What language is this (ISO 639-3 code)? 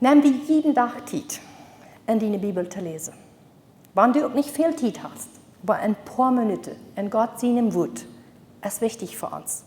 pdt